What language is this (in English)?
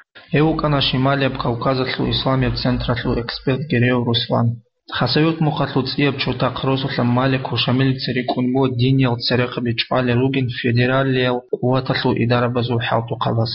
Avaric